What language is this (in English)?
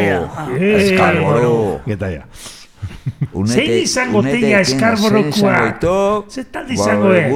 Basque